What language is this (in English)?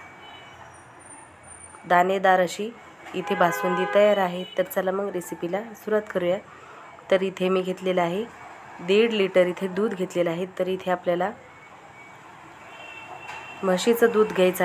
Marathi